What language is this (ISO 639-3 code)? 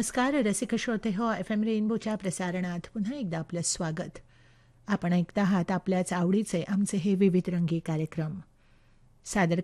mar